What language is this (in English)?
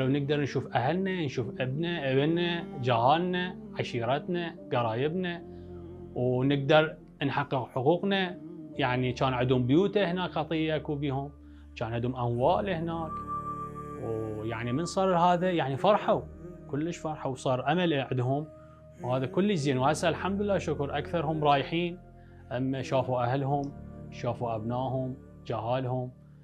Mesopotamian Arabic